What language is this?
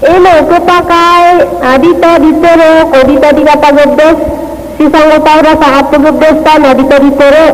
Maranao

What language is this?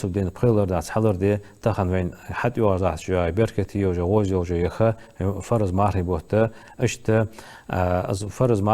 Ingush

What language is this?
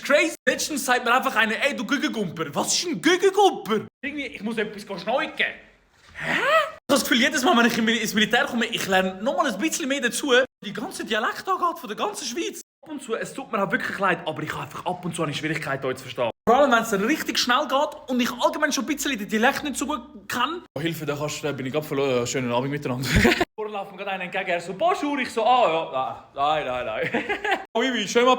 Swiss German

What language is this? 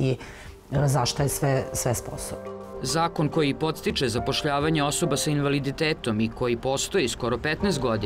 Serbian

